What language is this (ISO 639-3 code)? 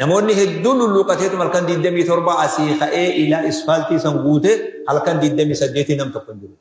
orm